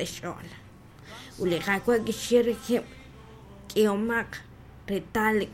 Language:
Kekchí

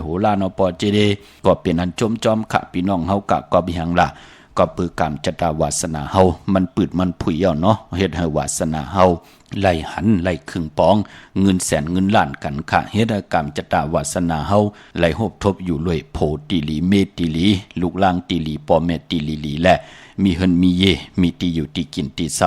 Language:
Shan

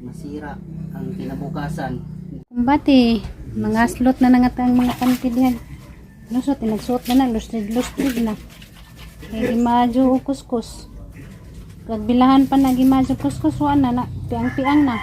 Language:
Cebuano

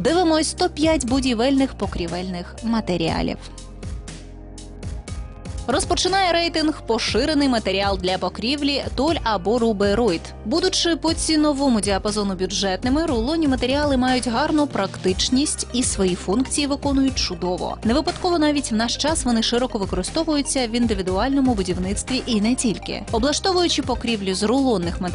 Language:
Ukrainian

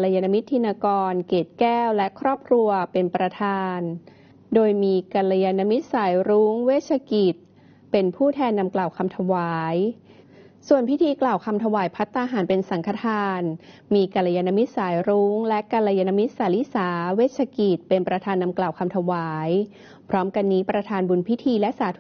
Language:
Thai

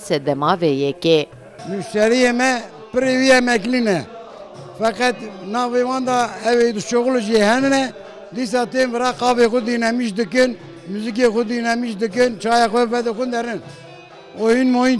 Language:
Kurdish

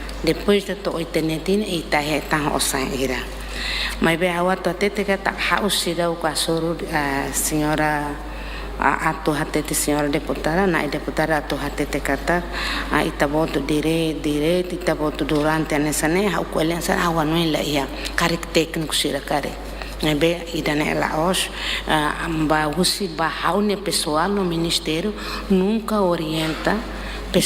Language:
Tetum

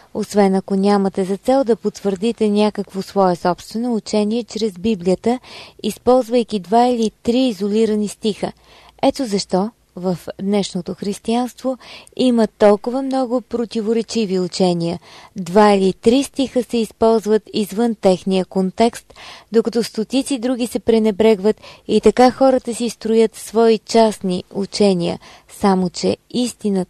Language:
Bulgarian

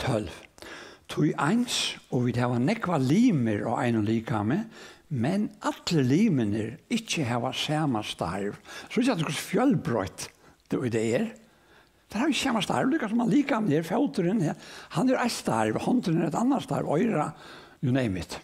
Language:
Faroese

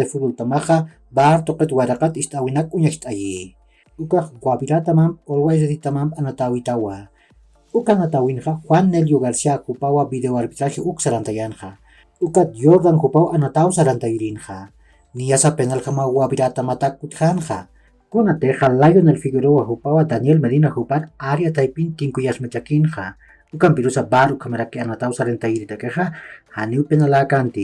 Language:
Aymara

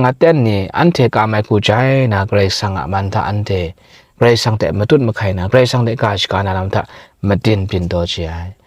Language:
Kachin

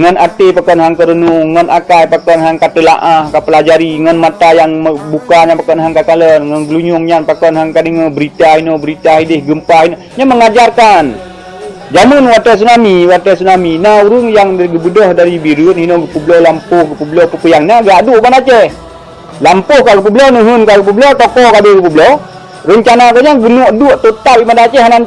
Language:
Achinese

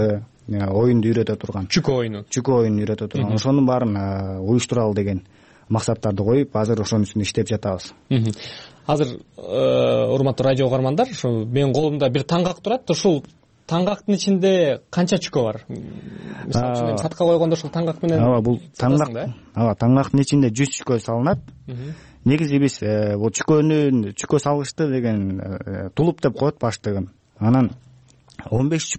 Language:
Kyrgyz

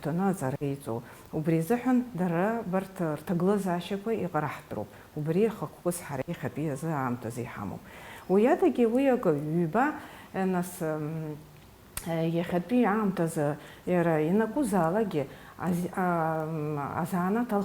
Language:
Abkhazian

